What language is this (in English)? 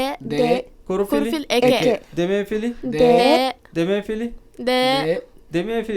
Divehi